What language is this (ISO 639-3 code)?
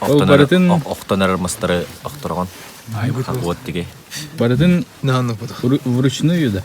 sah